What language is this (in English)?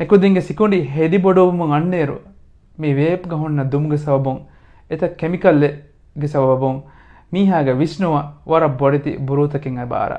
Divehi